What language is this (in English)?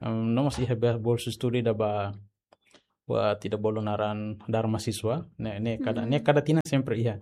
Tetum